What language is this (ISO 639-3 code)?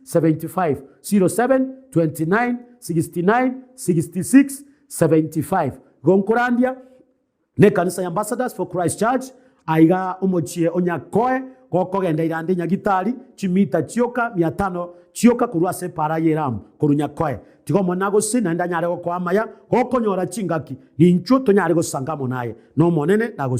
guz